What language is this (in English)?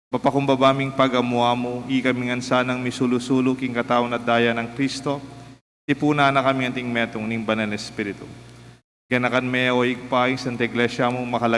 Pampanga